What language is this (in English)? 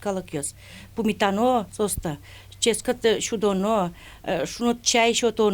Udmurt